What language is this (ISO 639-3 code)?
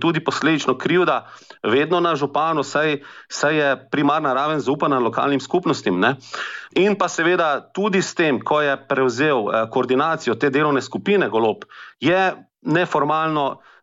slv